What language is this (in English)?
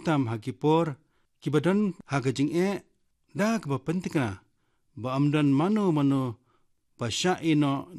Khasi